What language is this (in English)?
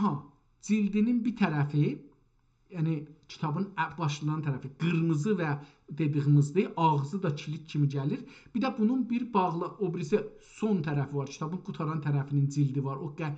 South Azerbaijani